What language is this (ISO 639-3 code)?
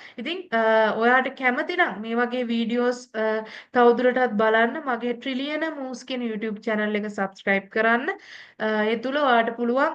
sin